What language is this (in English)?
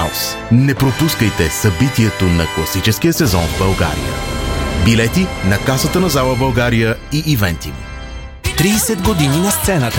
Bulgarian